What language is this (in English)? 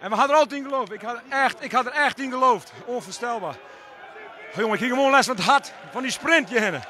Western Frisian